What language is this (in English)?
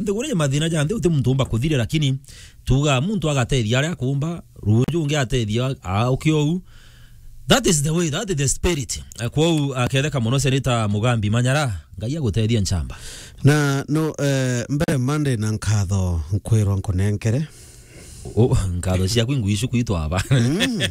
Meru